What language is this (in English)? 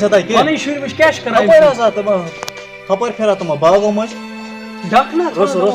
Kashmiri